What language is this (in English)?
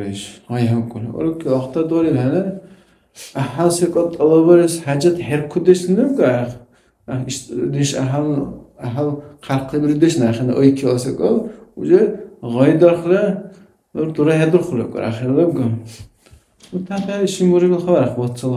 Dargwa